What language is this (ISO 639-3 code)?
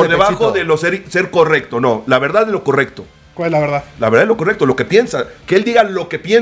spa